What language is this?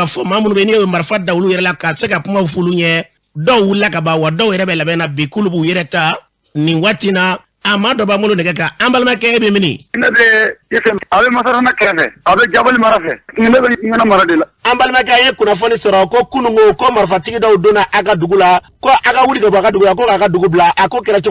Bambara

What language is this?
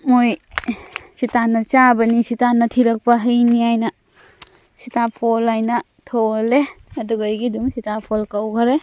Manipuri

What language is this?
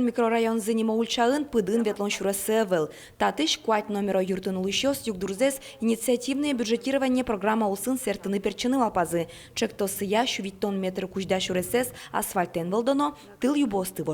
Udmurt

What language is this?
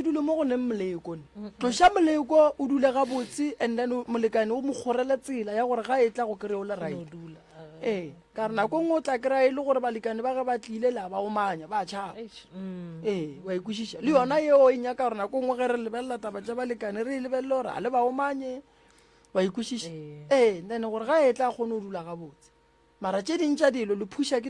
Northern Sotho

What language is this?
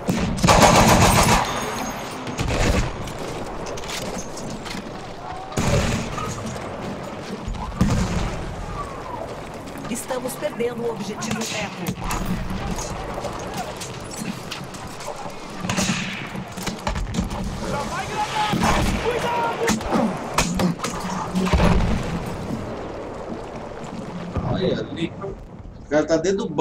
Portuguese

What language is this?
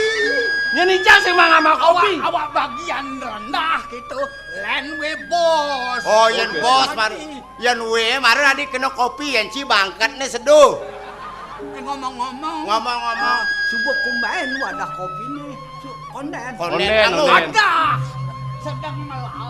Balinese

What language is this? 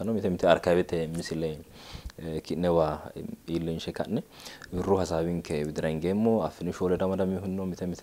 Sidamo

